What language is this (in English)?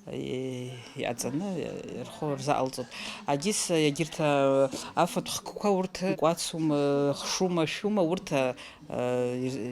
Abkhazian